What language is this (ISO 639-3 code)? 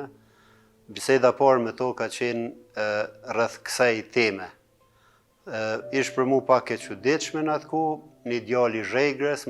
sqi